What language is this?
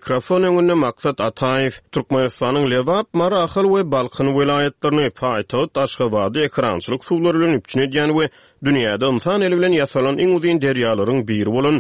Turkmen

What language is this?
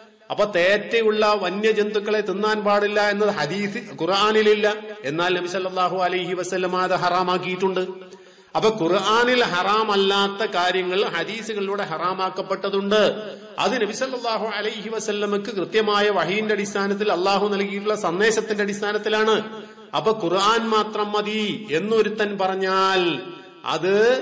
Malayalam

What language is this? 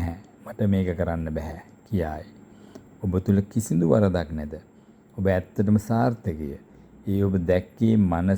Sinhala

